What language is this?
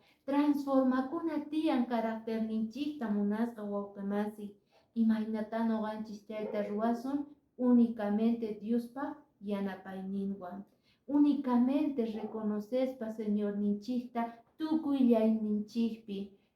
Quechua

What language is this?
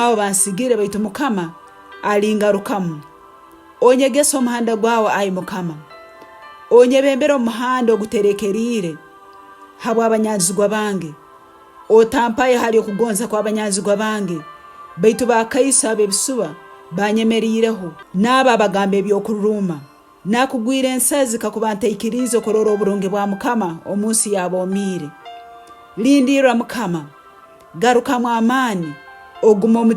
Tooro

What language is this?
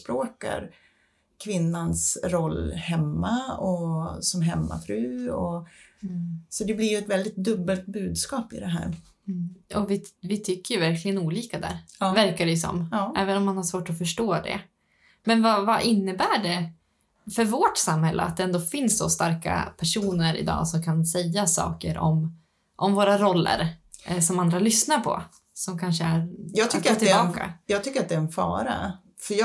Swedish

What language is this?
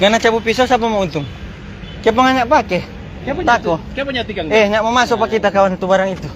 Manado Malay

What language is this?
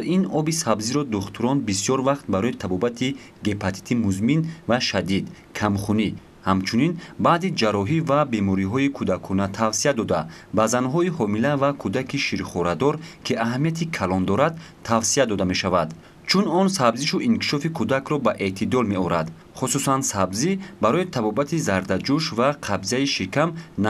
Tajik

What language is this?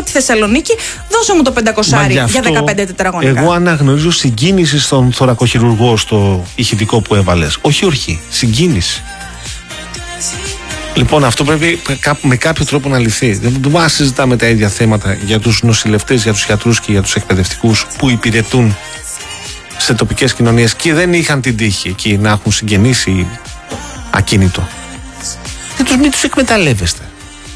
Greek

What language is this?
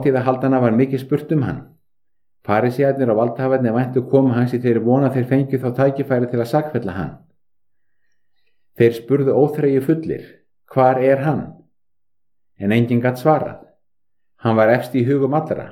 Icelandic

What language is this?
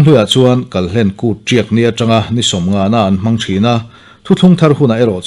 Mizo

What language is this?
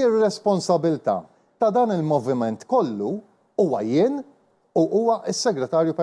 Maltese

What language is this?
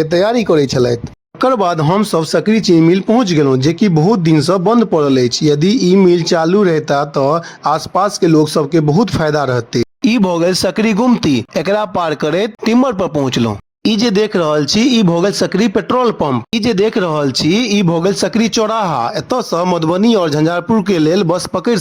Maithili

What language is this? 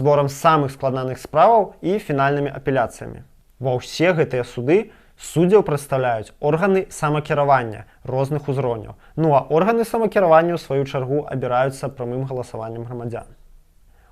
Belarusian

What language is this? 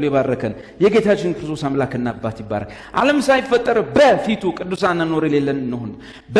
Amharic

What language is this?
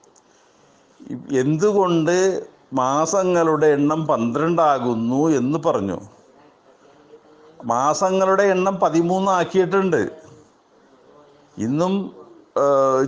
Malayalam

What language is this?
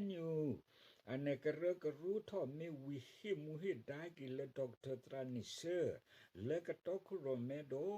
S'gaw Karen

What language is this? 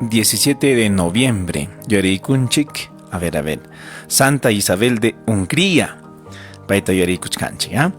Ayacucho Quechua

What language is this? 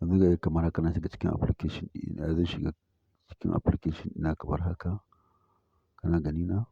Hausa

